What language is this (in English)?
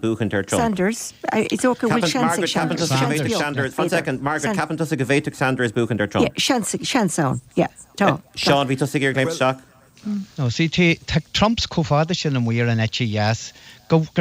Irish